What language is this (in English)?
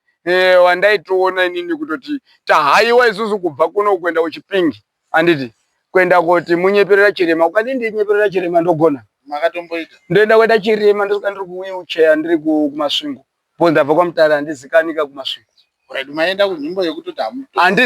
Shona